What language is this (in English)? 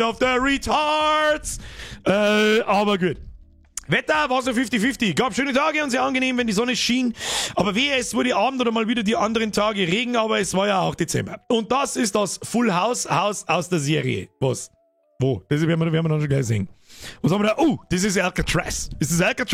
Bavarian